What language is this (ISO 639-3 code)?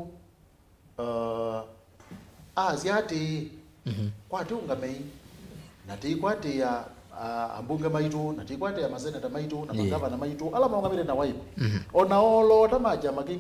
kam